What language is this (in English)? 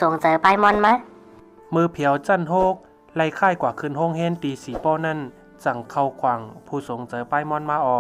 Shan